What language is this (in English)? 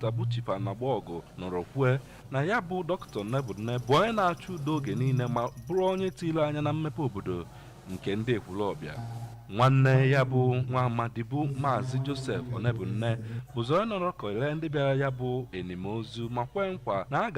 Igbo